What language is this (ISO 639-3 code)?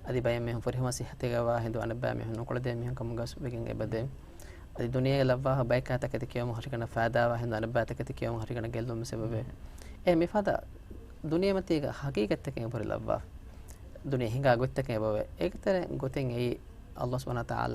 div